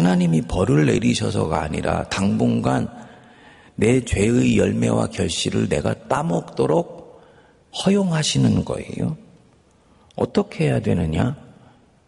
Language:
Korean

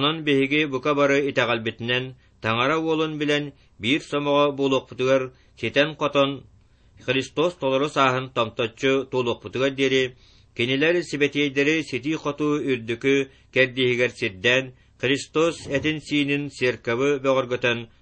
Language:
Yakut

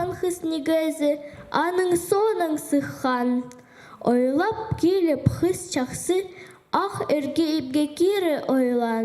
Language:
Khakas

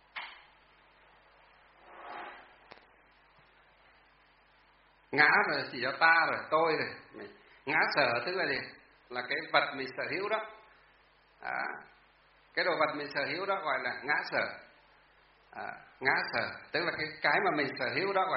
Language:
Vietnamese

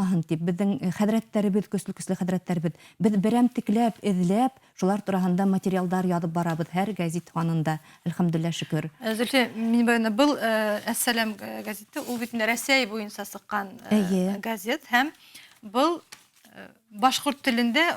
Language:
Bashkir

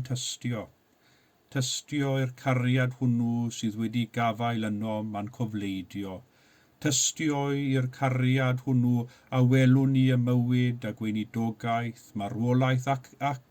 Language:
Welsh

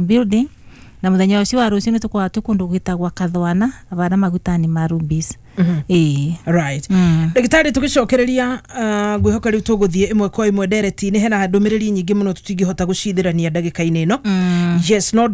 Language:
Kikuyu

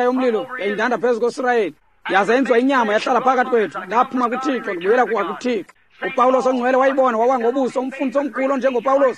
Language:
Xhosa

